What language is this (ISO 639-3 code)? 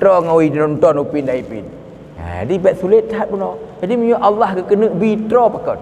ace